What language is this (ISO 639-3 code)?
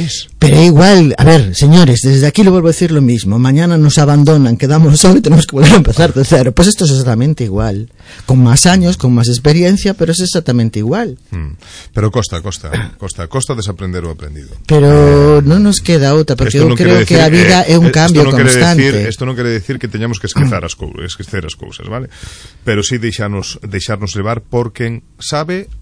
glg